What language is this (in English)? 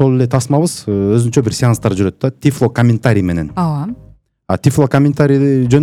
Kyrgyz